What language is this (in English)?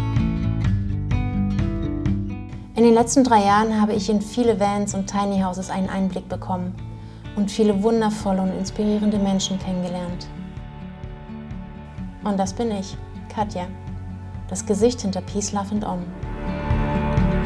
German